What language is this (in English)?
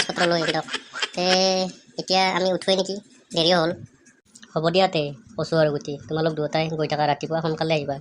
Assamese